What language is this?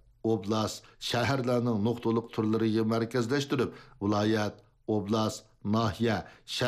Uyghur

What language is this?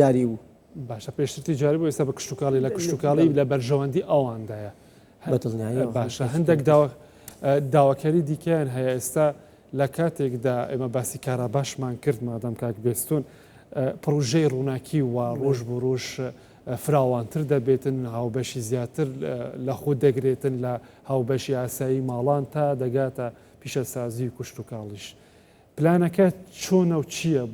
Central Kurdish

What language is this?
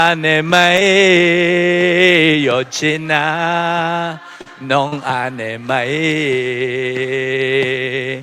Akha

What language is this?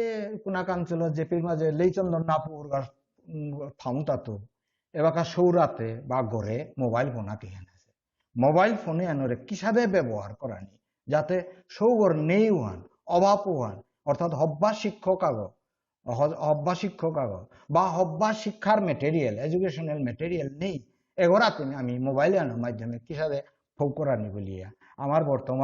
Bishnupriya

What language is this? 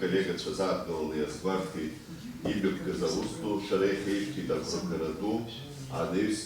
Abkhazian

